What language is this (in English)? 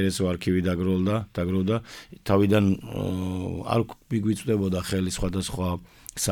Georgian